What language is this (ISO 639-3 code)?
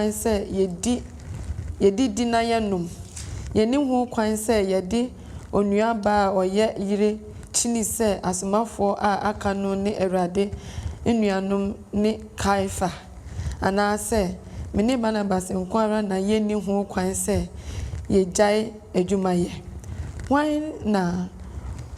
aka